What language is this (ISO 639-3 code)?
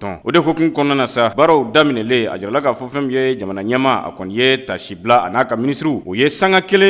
bam